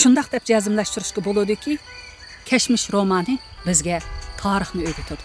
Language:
Uyghur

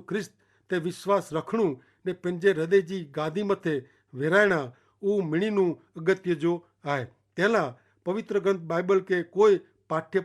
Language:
Kachhi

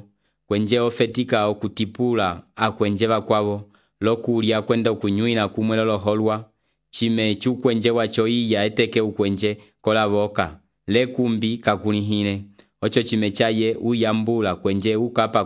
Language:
Umbundu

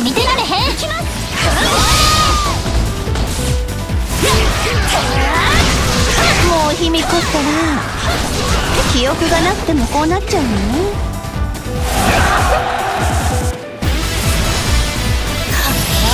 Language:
Japanese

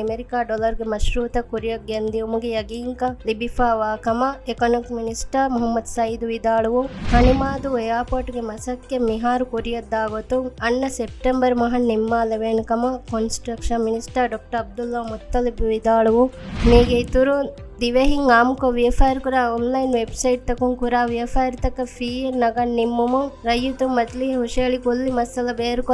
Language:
Divehi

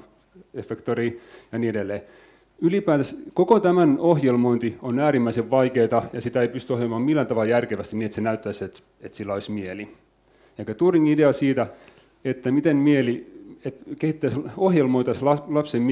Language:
Finnish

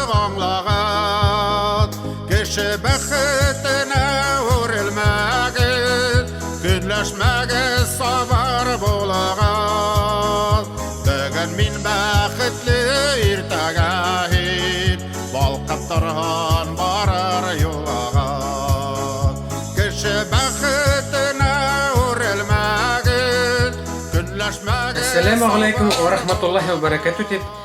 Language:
Bashkir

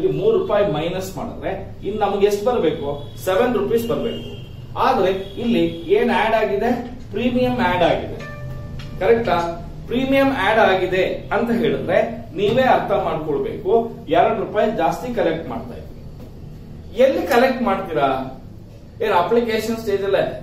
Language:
Kannada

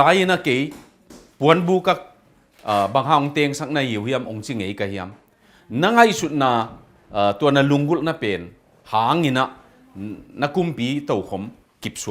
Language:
Tedim Chin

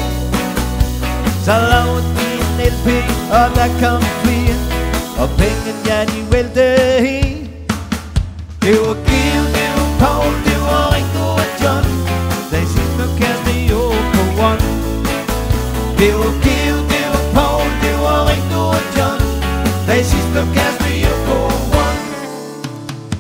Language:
Danish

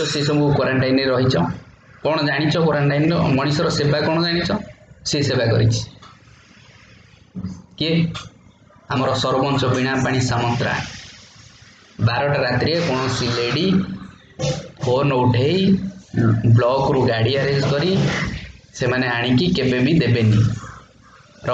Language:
Odia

